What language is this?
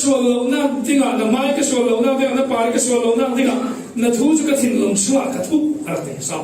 Falam Chin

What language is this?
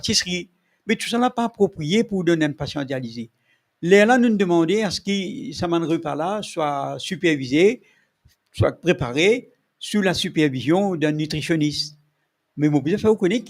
Morisyen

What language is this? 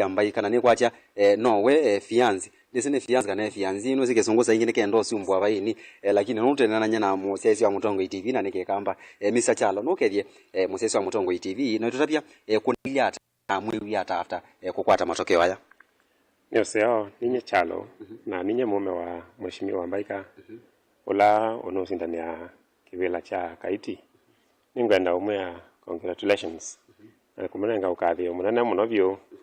Kamba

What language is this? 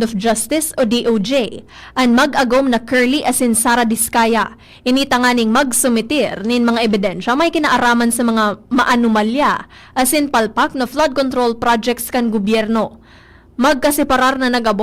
Bikol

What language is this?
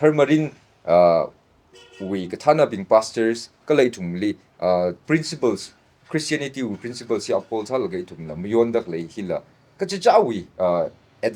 Tangkhul Naga (India)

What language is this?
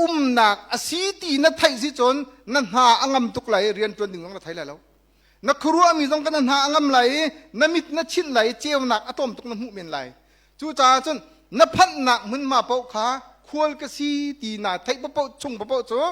Hakha Chin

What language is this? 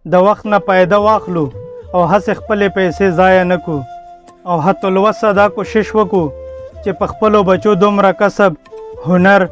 Pashto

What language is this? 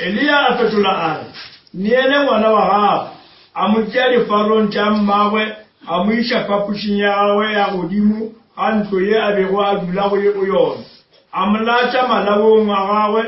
Northern Sotho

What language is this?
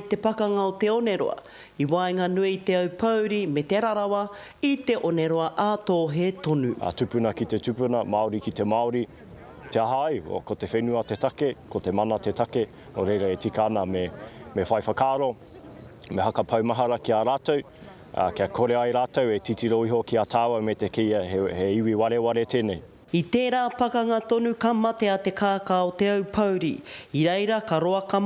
Māori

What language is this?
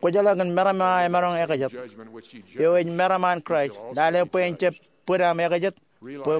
Marshallese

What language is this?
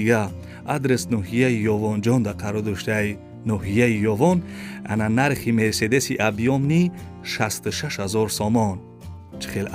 Tajik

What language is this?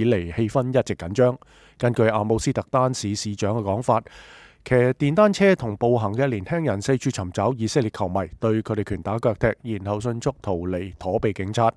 Cantonese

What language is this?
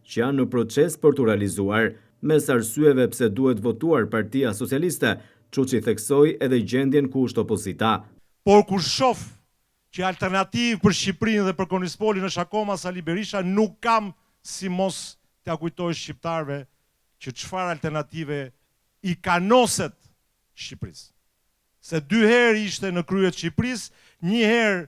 Albanian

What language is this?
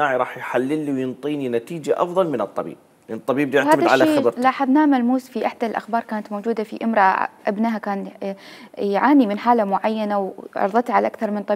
Mesopotamian Arabic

